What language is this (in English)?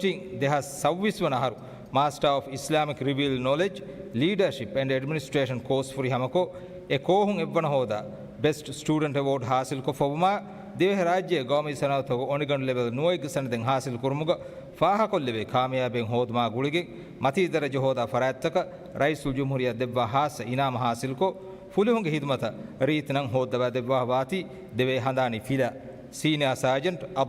Divehi